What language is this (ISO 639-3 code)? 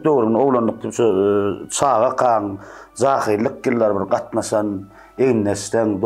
tuk